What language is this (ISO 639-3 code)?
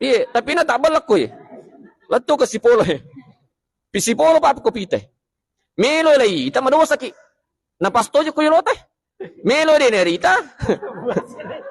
bug